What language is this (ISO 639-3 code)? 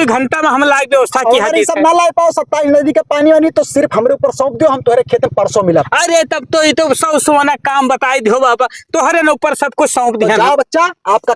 awa